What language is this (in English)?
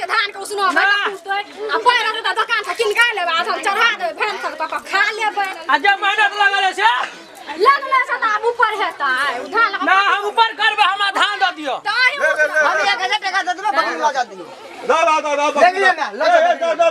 Maithili